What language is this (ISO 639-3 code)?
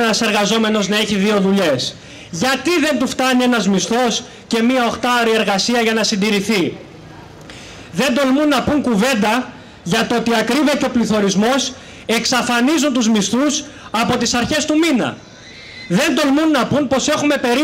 ell